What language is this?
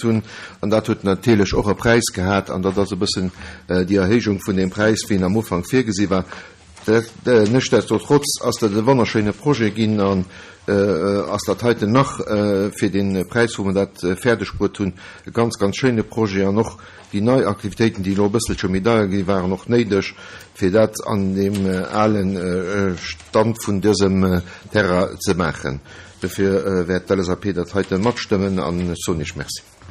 Luxembourgish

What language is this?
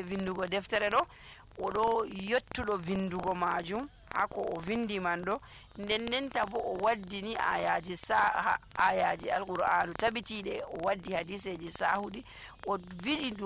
Nigerian Fulfulde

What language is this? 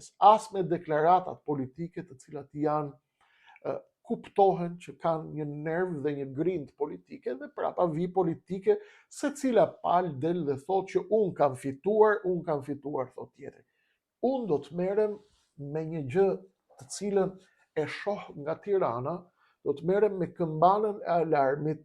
Albanian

